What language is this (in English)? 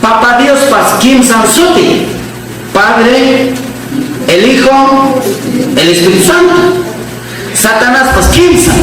Ayacucho Quechua